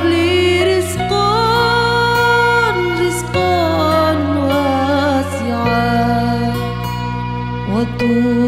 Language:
Arabic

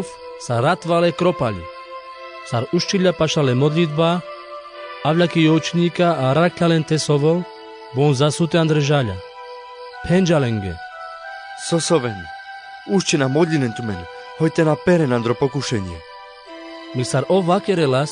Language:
Carpathian Romani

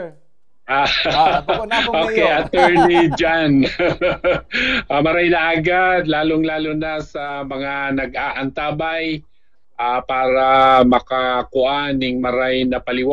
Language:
Bikol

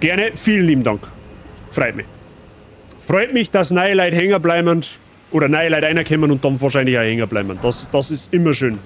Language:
Bavarian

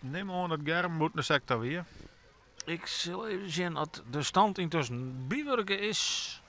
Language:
Western Frisian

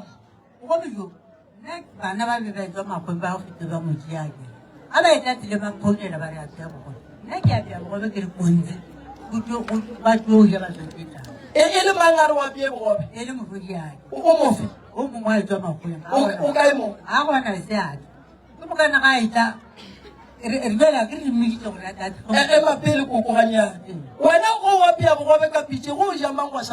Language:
Northern Sotho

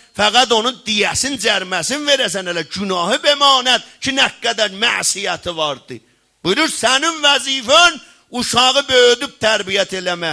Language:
South Azerbaijani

